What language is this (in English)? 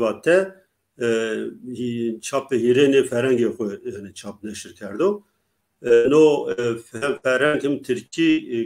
Zaza